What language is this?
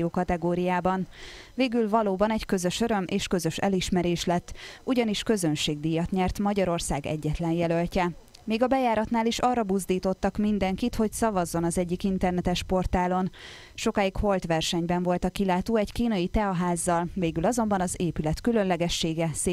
Hungarian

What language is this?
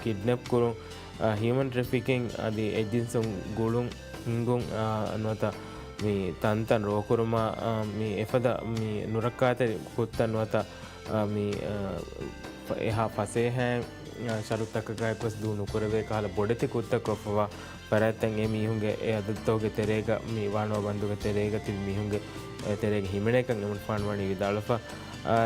Divehi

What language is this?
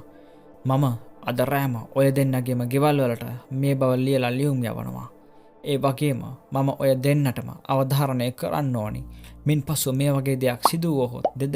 Sinhala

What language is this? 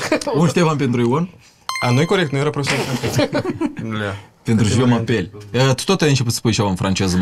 Romanian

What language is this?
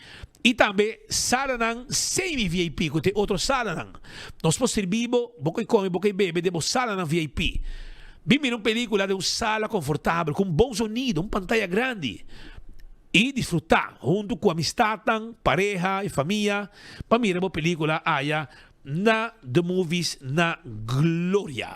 Papiamento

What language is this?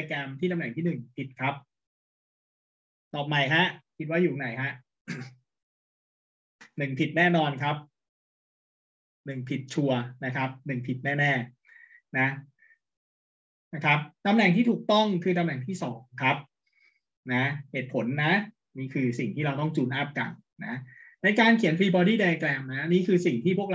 Thai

